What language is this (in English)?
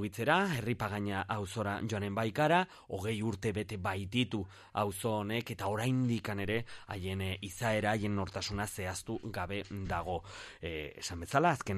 Basque